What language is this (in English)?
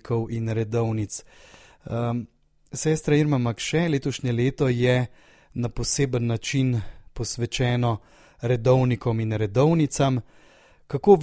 Slovenian